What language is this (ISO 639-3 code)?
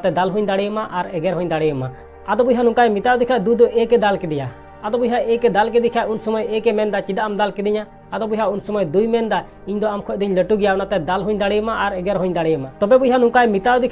sat